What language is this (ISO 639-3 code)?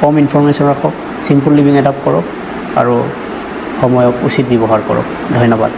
asm